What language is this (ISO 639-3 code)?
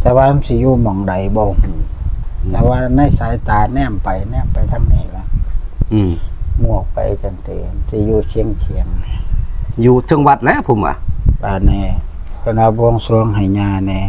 tts